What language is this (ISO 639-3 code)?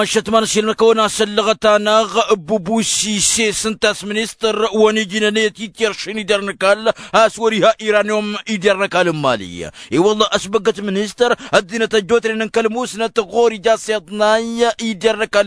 taq